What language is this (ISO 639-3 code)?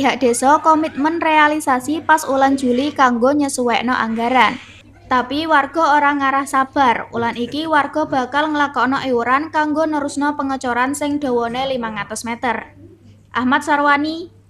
jav